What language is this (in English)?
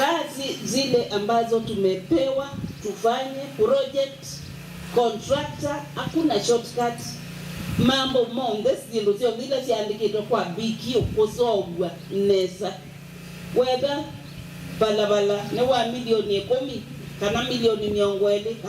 Kamba